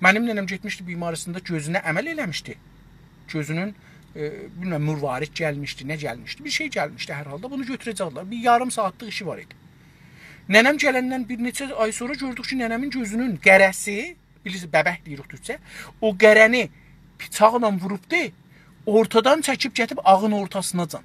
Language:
South Azerbaijani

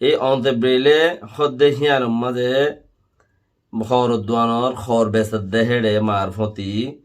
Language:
Rohingya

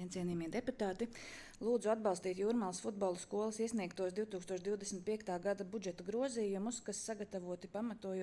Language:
Latvian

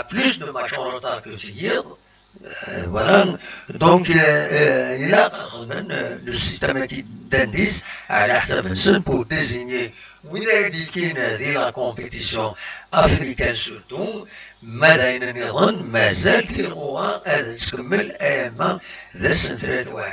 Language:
Kabyle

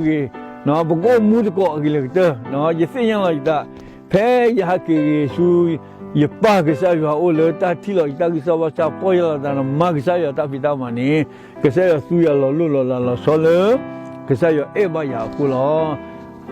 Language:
S'gaw Karen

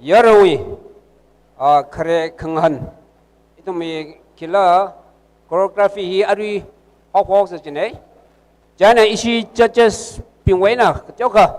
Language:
Tangkhul Naga (India)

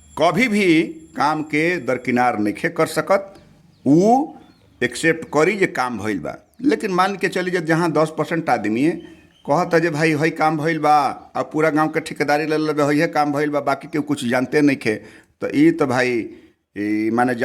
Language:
Bhojpuri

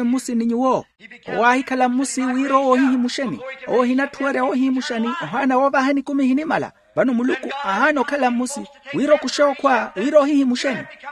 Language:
Makhuwa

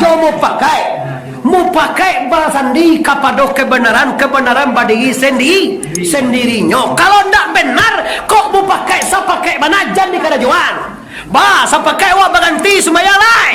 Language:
Minangkabau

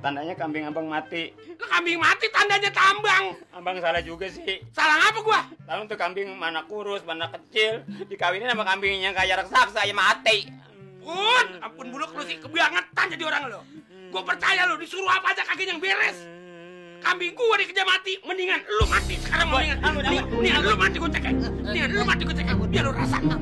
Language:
Betawi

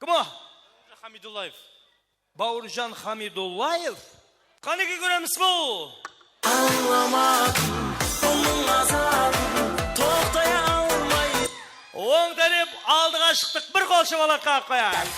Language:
Kara-Kalpak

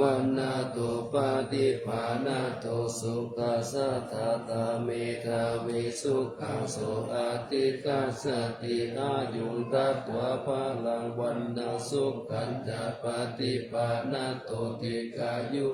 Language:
Pali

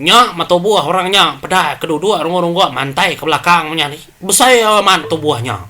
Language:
Iban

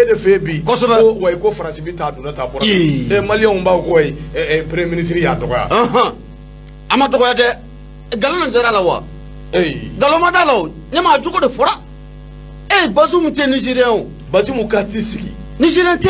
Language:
Bambara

